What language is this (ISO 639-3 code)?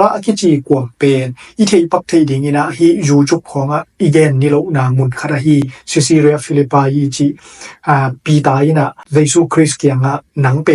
ctd